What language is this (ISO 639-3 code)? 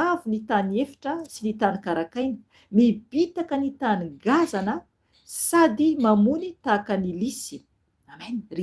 mlg